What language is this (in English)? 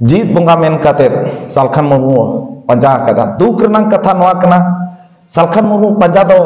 Santali